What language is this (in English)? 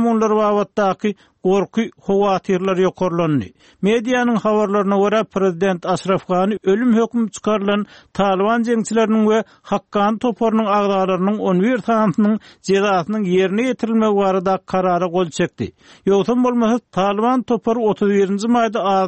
Turkmen